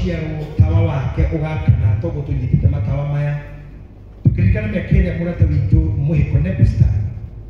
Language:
Kikuyu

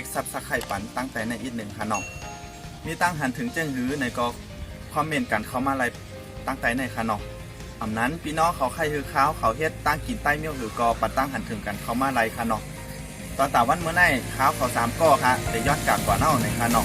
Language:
Shan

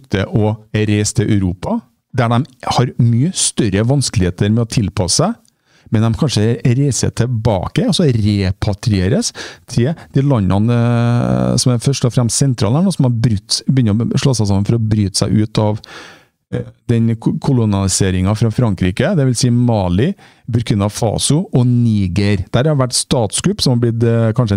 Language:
Norwegian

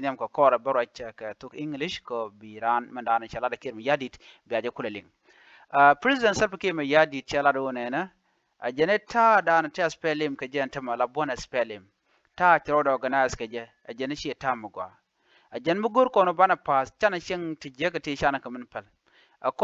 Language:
Nuer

